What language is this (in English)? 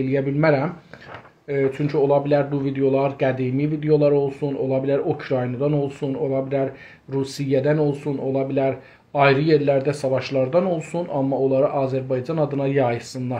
South Azerbaijani